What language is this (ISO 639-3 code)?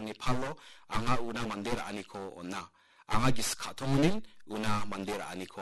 grt